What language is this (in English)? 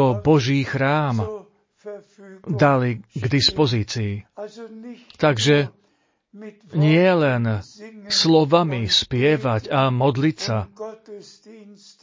Slovak